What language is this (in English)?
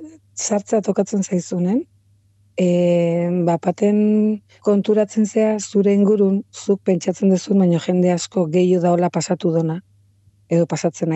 Basque